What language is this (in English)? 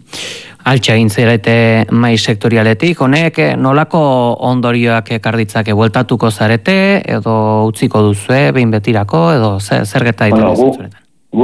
Basque